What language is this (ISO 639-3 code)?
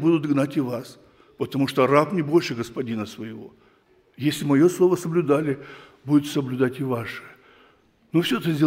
rus